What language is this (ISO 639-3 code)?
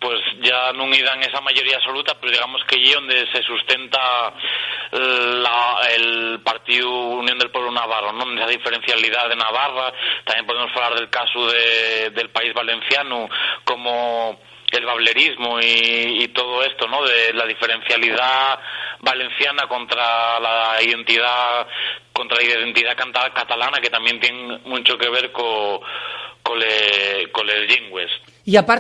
ast